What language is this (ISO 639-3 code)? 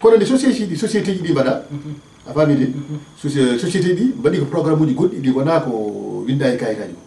ful